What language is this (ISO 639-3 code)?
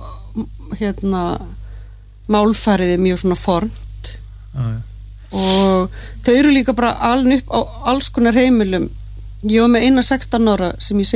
isl